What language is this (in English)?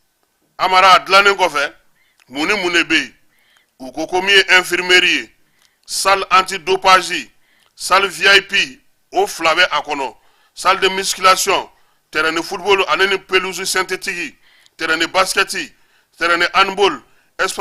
Bambara